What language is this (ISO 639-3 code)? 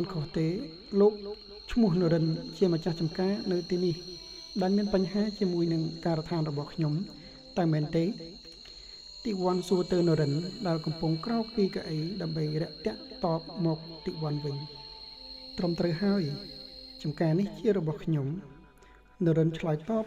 khm